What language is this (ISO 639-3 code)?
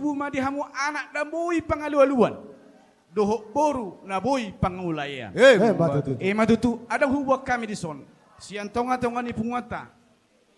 bbc